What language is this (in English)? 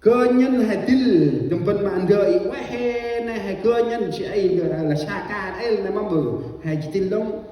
Central Mnong